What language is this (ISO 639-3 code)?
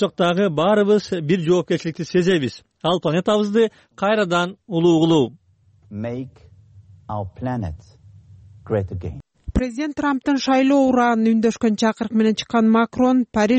kir